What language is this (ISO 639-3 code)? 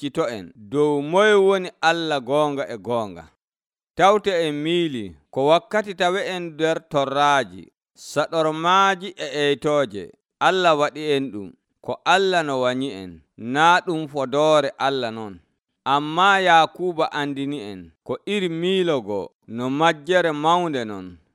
fuv